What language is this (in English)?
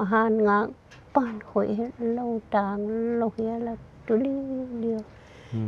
Paite Chin